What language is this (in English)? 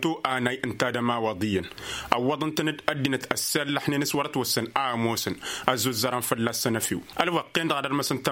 Tamasheq